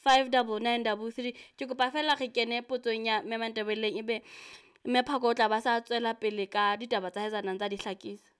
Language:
Southern Sotho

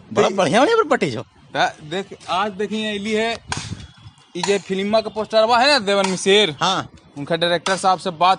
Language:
Magahi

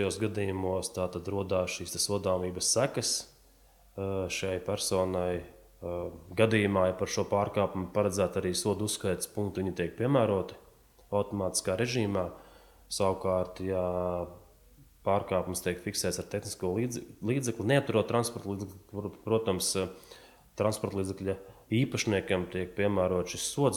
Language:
Latvian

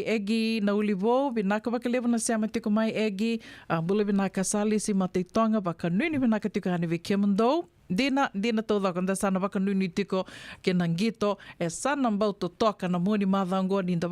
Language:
Fijian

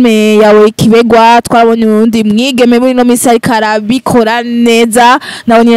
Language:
Rundi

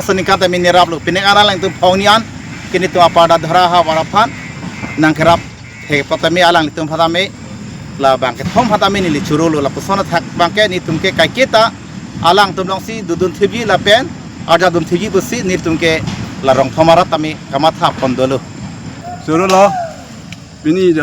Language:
Karbi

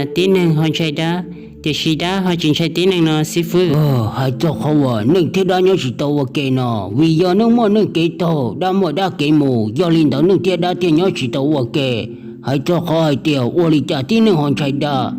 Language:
Hmong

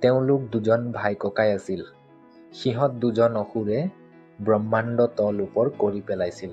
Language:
Assamese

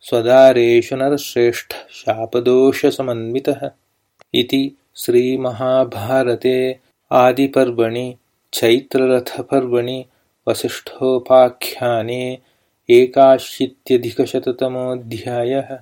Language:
Sanskrit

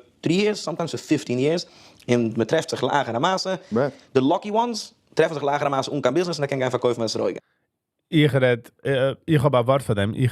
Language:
Yiddish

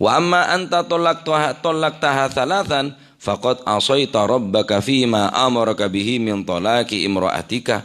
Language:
Madurese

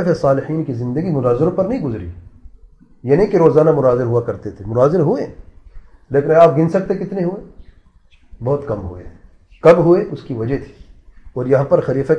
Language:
Urdu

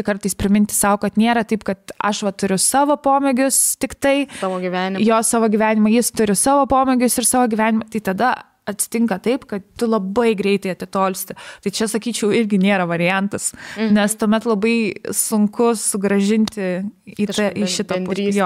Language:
Lithuanian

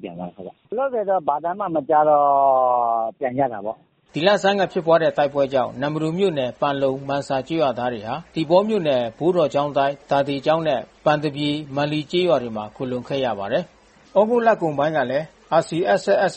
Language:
Burmese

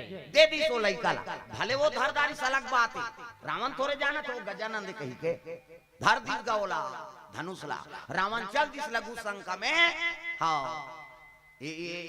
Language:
Chhattisgarhi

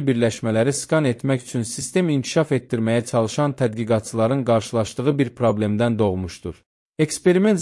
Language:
Azerbaijani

